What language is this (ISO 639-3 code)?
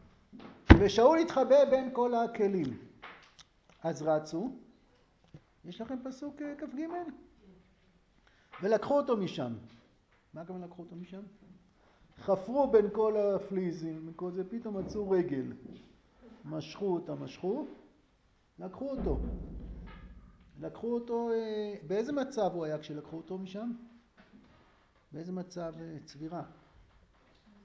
heb